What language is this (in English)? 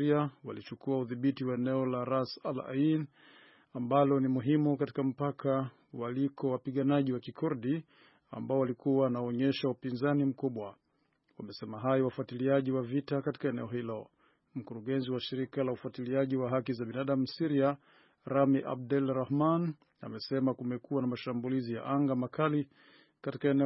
Swahili